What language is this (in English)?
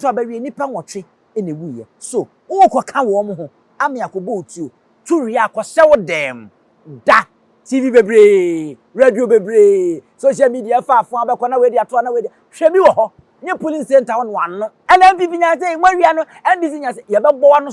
Akan